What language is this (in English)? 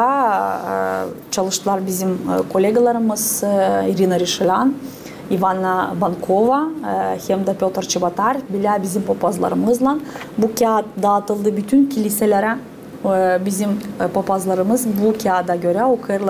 Gagauz